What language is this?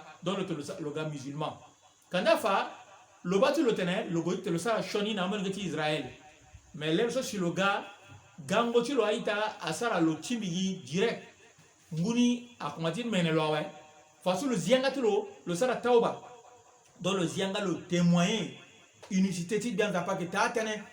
Sango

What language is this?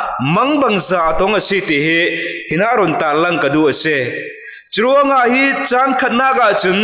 Falam Chin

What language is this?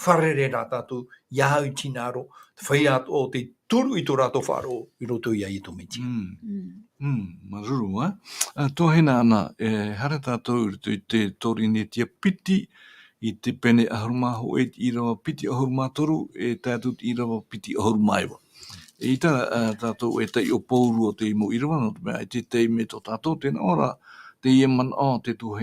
Tahitian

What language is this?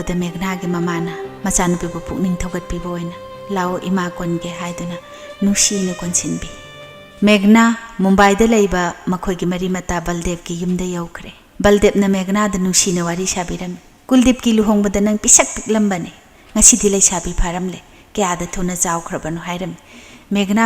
Manipuri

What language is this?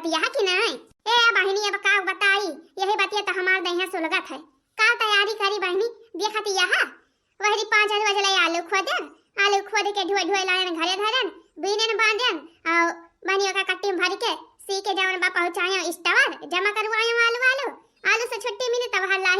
Awadhi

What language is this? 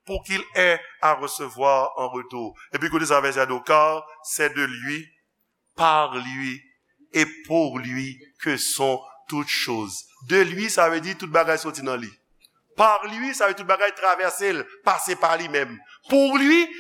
Haitian Creole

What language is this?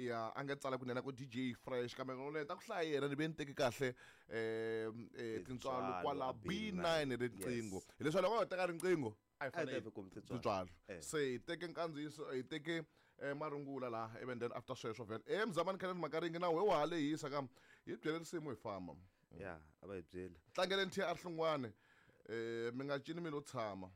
Tsonga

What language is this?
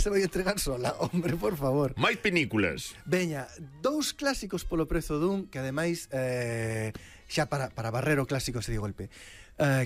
Galician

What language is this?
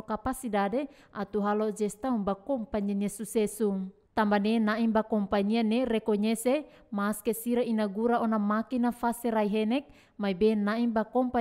Tetum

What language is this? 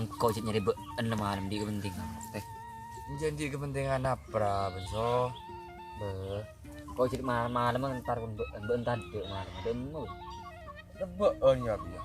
Madurese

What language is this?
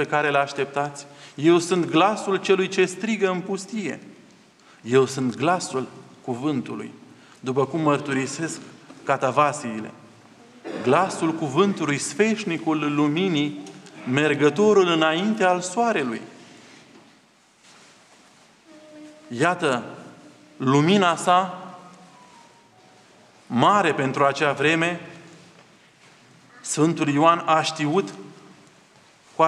Romanian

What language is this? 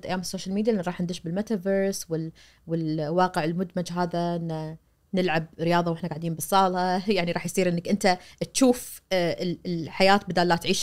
Najdi Arabic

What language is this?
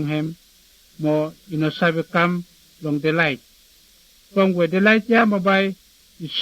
Bislama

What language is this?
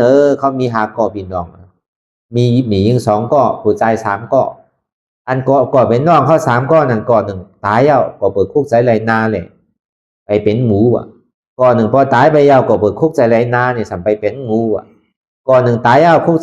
Shan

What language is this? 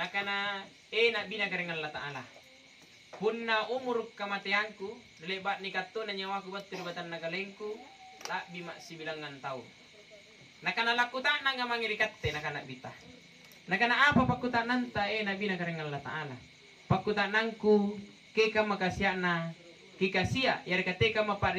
Makasar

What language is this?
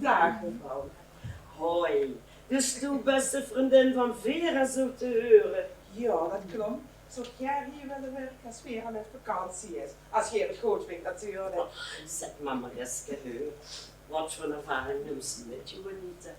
Limburgish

